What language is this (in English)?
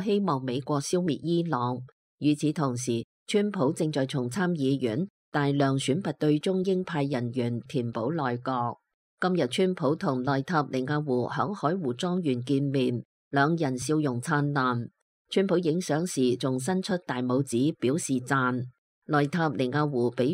Cantonese